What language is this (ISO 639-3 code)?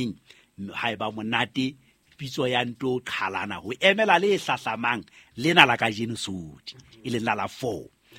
sot